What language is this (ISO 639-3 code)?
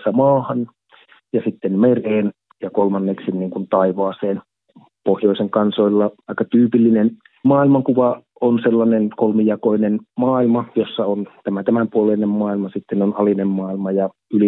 fin